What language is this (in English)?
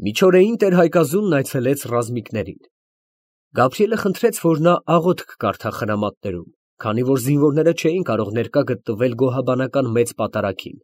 Armenian